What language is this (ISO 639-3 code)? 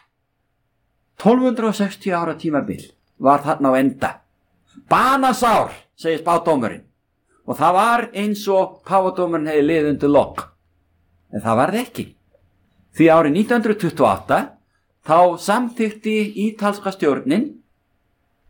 isl